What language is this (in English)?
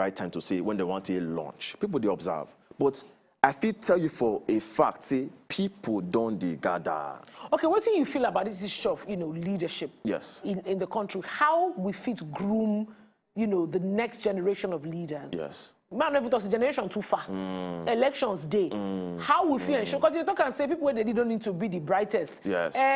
Nigerian Pidgin